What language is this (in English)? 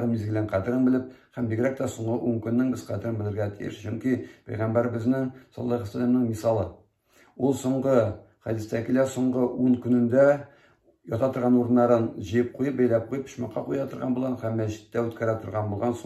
Tatar